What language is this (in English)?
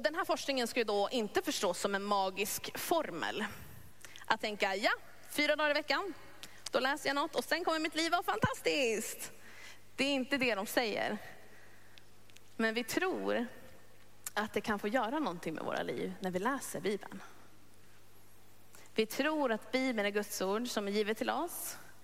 Swedish